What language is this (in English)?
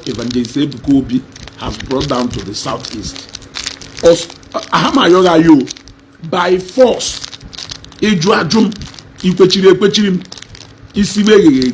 Igbo